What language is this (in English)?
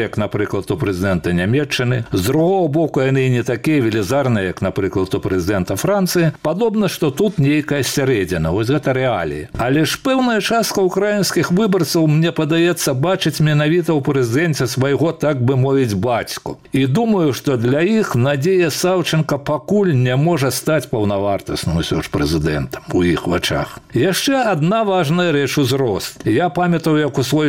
Belarusian